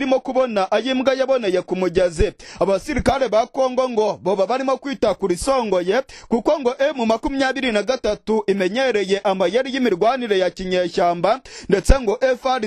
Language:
Kinyarwanda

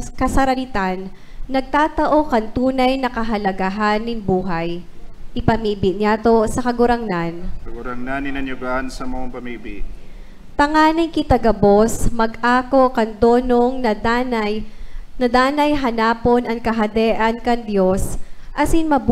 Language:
Bikol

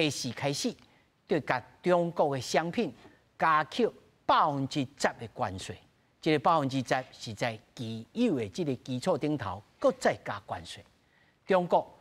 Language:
Min Nan Chinese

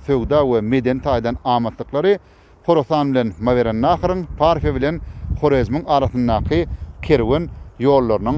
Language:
Turkmen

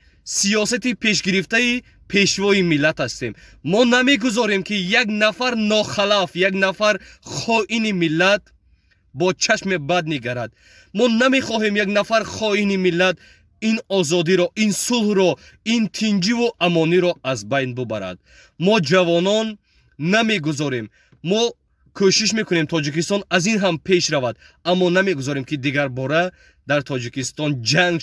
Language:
Tajik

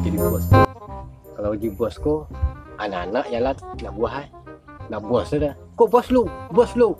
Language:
Minangkabau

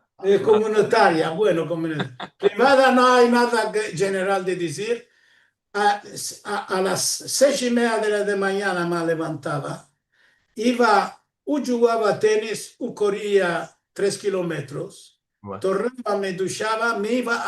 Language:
Ladino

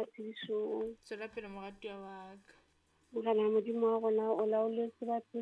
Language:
Southern Sotho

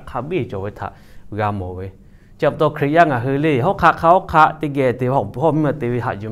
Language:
Lahu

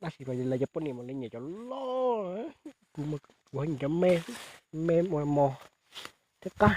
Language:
Hmong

